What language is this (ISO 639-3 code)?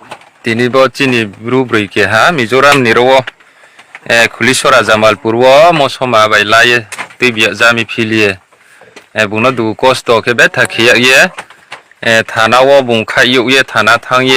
ria